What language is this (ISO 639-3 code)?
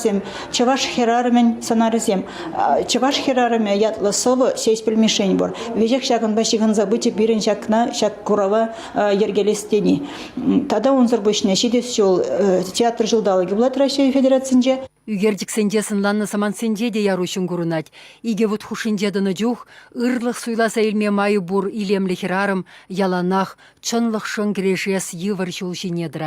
chv